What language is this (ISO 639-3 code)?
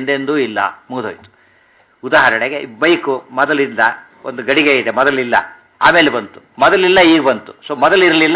kan